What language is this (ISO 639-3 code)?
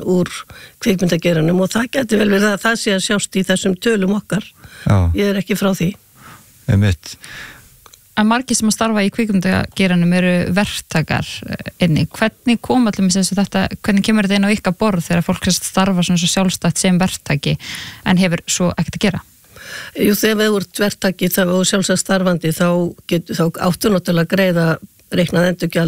isl